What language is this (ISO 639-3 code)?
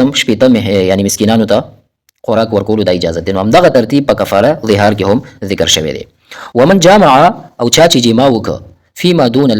pus